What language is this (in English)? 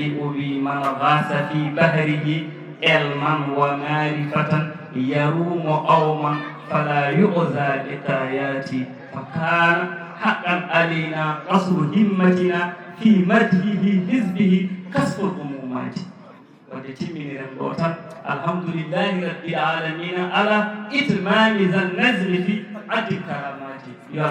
Fula